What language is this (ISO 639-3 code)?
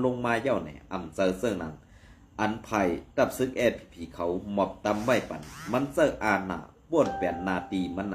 shn